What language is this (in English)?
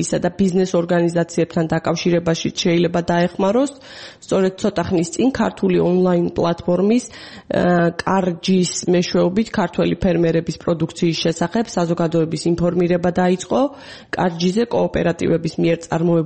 Georgian